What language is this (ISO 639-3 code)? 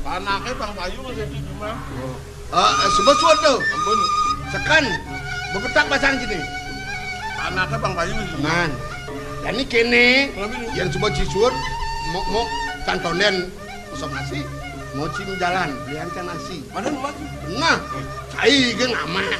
ban